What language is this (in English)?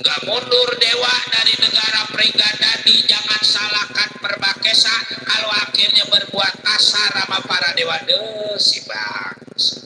Betawi